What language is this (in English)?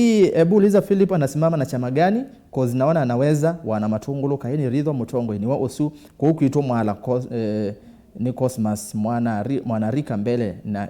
Kamba